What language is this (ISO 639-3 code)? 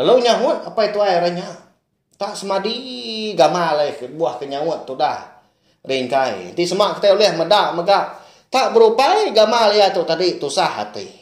iba